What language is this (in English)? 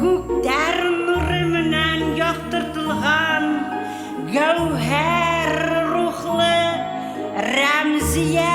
Bashkir